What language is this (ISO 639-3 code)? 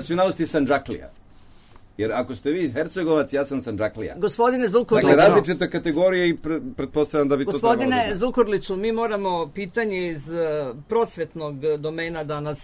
srp